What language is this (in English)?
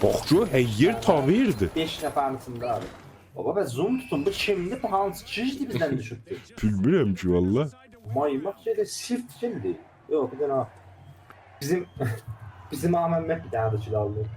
South Azerbaijani